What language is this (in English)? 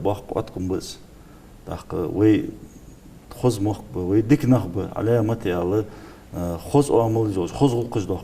Ingush